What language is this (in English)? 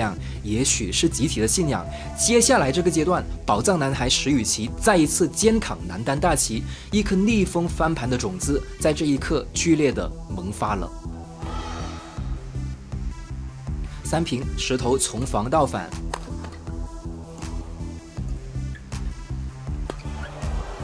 Chinese